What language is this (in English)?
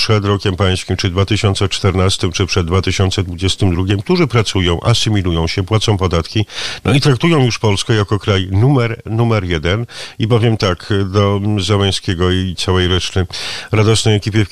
Polish